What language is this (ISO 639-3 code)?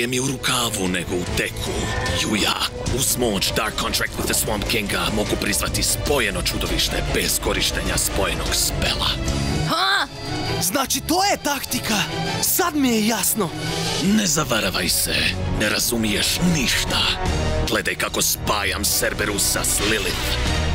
hrv